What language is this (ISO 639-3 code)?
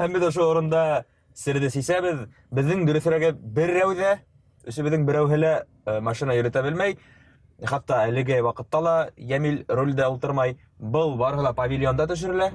bak